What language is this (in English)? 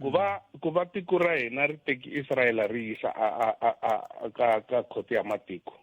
Tsonga